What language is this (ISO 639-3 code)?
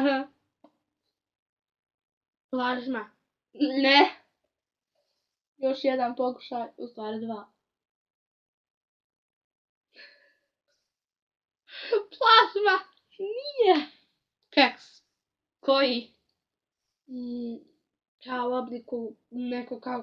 srp